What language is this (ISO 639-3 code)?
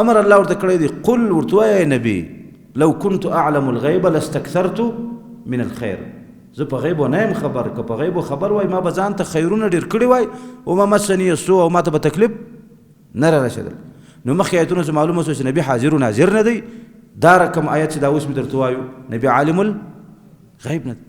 pus